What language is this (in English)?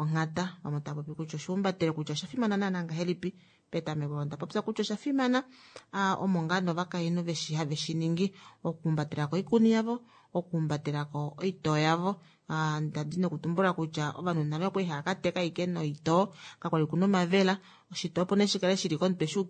Kuanyama